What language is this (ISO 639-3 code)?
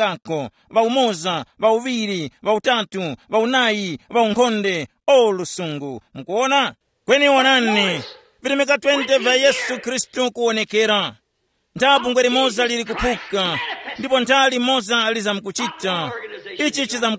tum